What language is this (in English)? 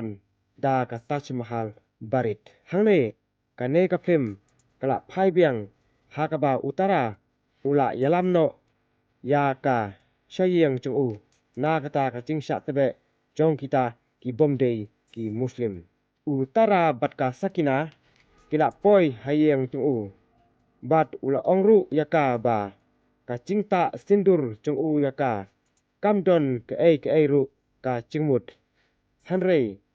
Khasi